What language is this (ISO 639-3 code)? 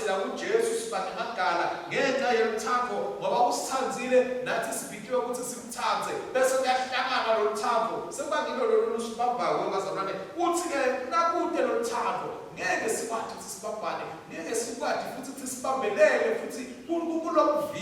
ssw